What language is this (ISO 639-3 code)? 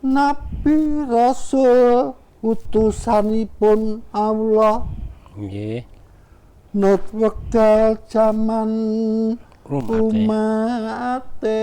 jav